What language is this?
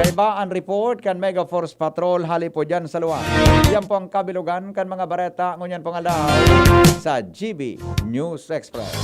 Bikol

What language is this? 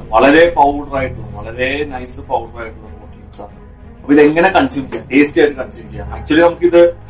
Malayalam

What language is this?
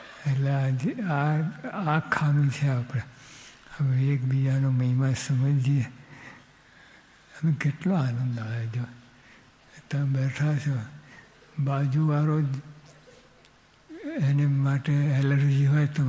Gujarati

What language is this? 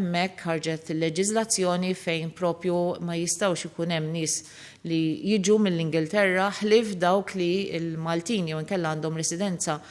Maltese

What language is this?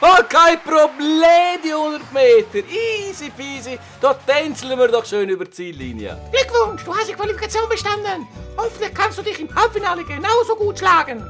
Swiss German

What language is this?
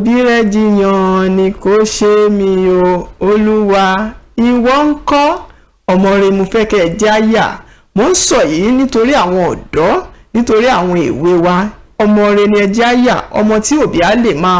Yoruba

